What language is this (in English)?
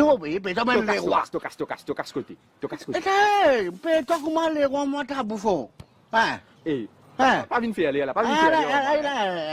Morisyen